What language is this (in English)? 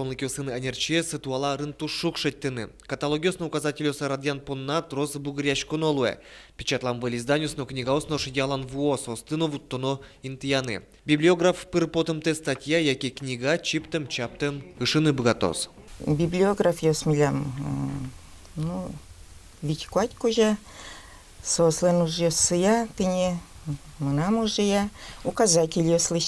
Udmurt